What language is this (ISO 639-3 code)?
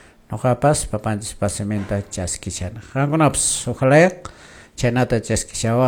que